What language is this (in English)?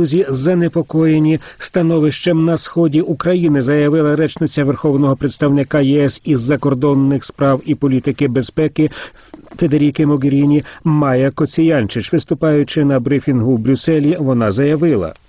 Ukrainian